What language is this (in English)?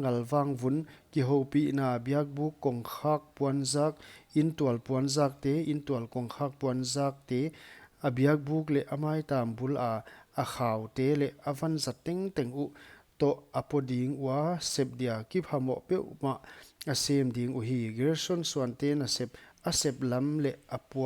Paite Chin